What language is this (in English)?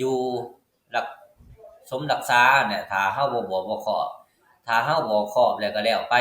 Lao